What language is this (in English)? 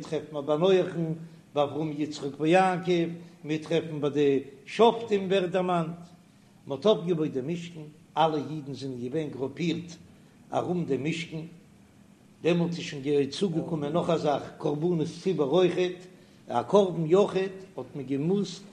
Yiddish